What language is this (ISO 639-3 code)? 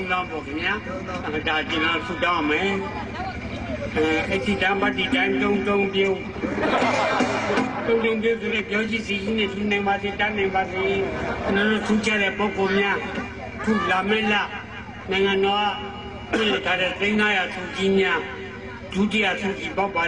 mya